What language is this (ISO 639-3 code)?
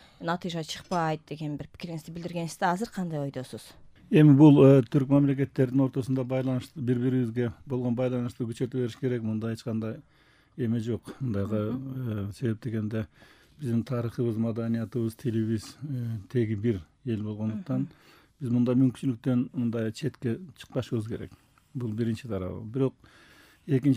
kir